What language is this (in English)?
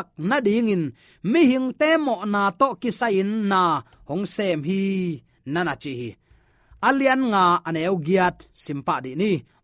Tedim Chin